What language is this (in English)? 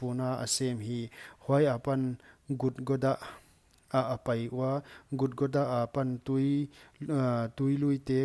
Paite Chin